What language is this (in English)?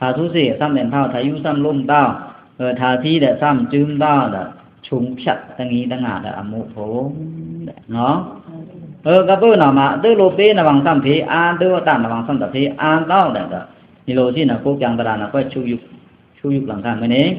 Pa'o Karen